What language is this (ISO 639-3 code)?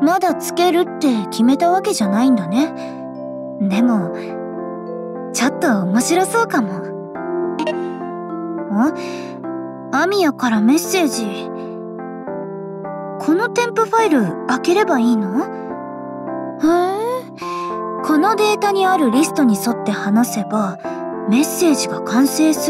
jpn